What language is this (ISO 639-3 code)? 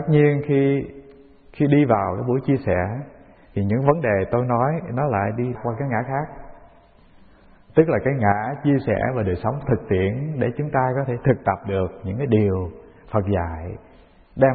vie